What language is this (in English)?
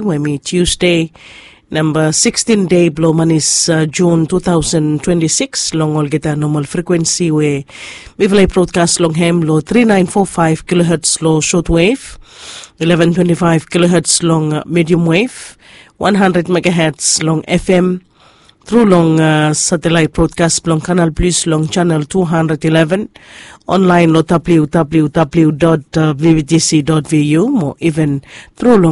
Bislama